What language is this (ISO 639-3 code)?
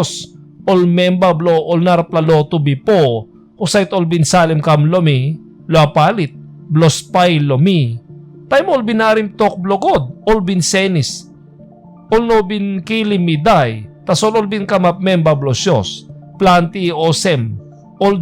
tpi